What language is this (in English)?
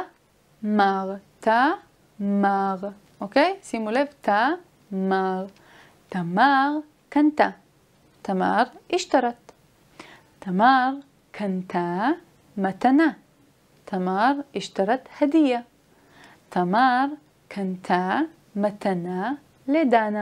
Hebrew